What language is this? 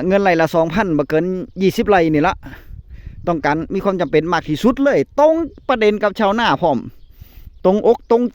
Northeastern Thai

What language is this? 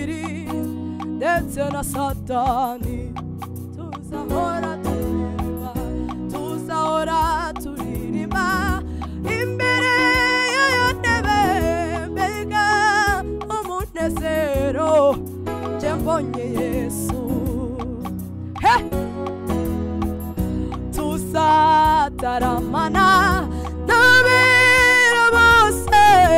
Kinyarwanda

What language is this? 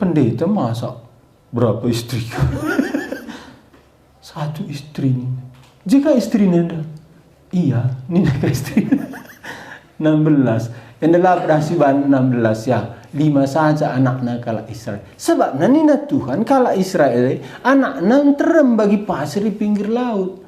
Batak Karo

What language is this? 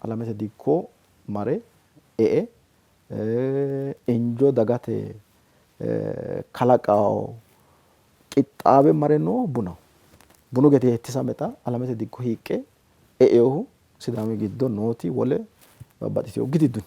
Sidamo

